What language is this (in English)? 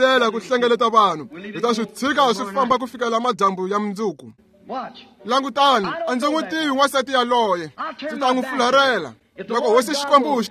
Tsonga